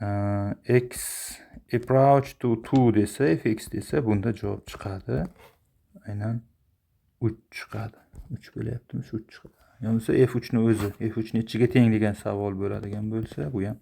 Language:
Uzbek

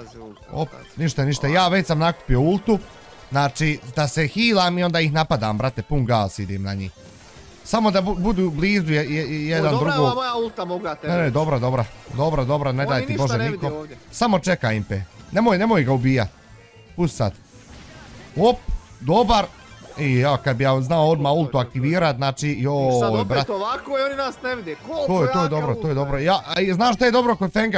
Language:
Bosnian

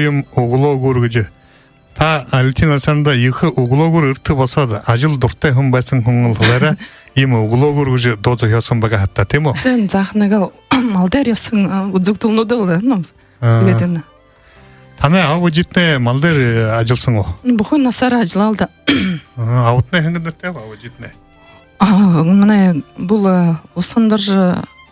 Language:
Buriat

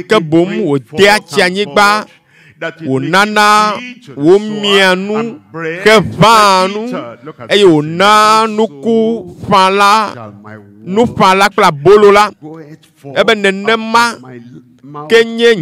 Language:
Ewe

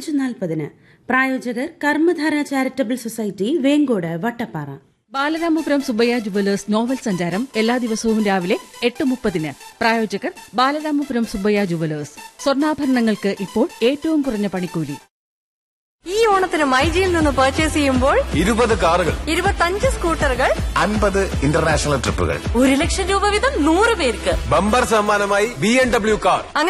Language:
Malayalam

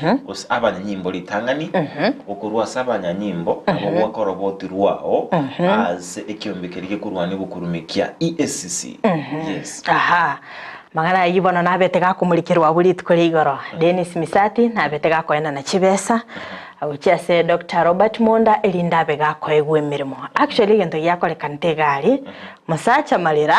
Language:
Gusii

